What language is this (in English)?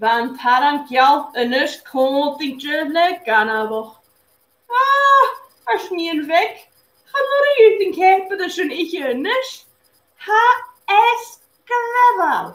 Scottish Gaelic